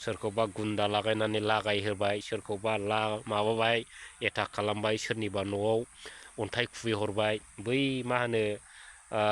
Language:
Bodo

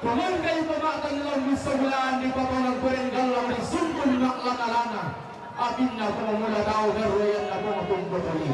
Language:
Toraja-Sa'dan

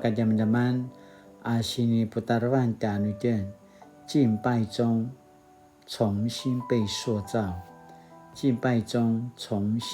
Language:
Paiwan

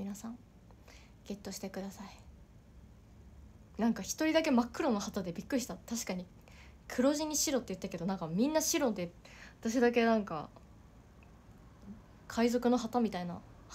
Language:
Japanese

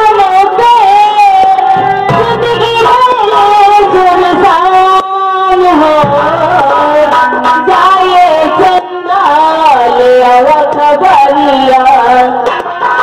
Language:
Bhojpuri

